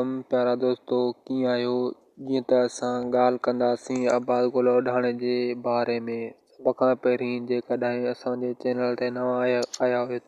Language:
Sindhi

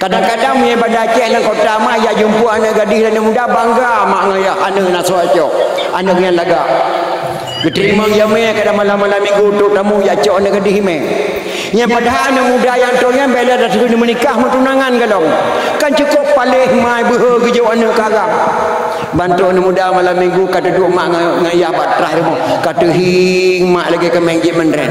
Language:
Achinese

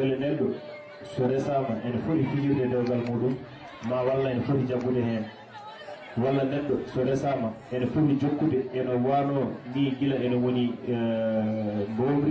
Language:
Fula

